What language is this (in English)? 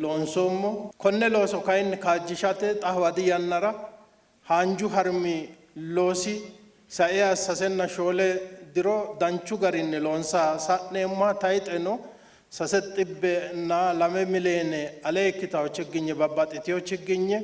Sidamo